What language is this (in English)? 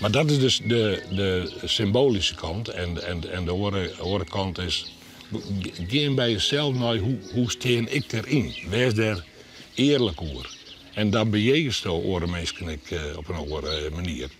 Western Frisian